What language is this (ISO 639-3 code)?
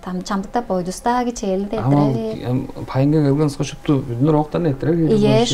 tyv